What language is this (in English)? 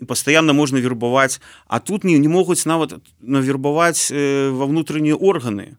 Belarusian